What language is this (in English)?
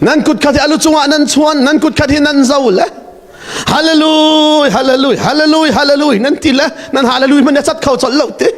Hakha Chin